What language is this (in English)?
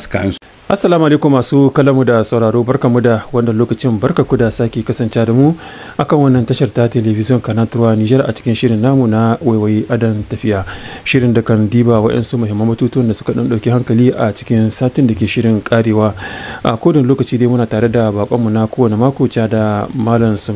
Hausa